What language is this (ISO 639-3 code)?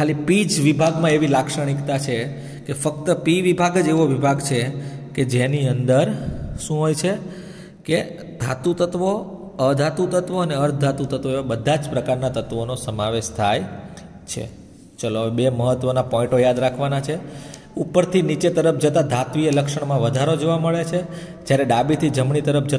guj